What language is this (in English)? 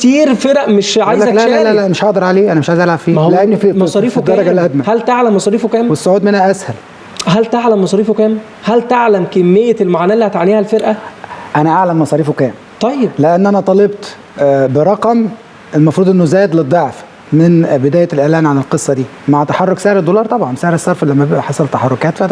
Egyptian Arabic